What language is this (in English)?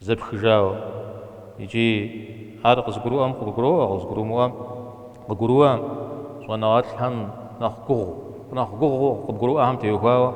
Kabardian